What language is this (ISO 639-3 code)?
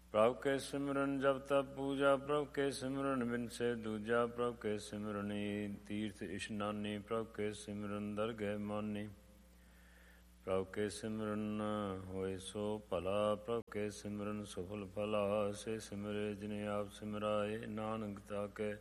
pan